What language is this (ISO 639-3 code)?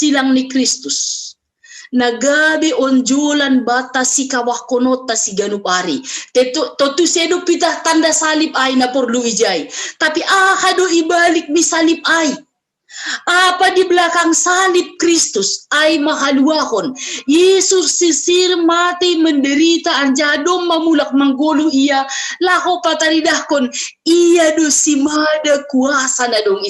bts